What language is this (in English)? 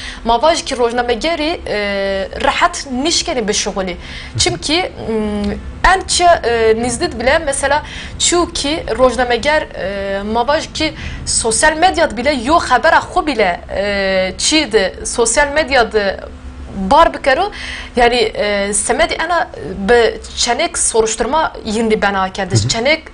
Zaza